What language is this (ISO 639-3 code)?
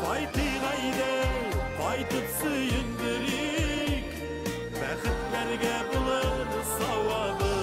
bak